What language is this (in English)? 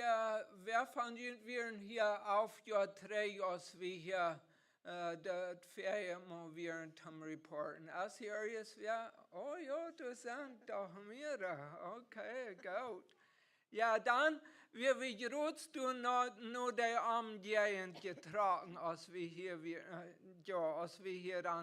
Plautdietsch